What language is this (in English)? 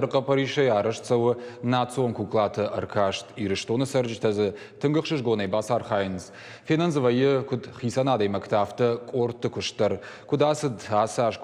Ossetic